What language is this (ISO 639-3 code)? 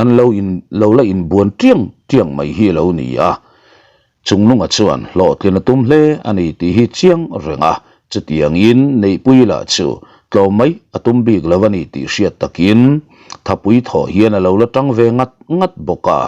lus